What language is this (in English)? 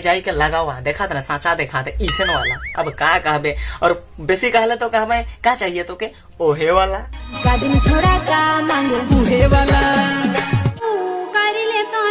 Sadri